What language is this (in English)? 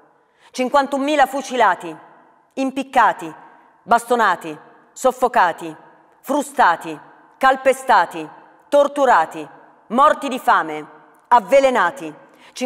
Italian